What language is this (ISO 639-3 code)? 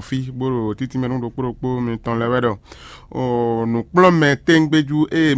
fon